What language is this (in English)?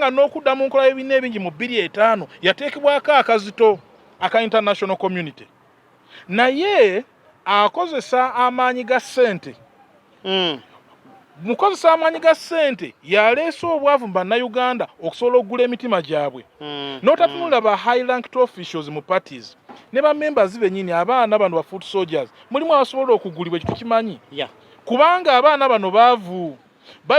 Ganda